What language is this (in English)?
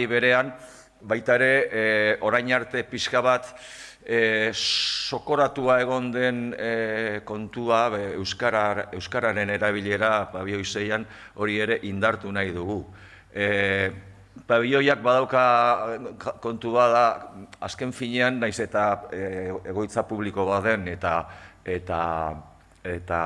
Basque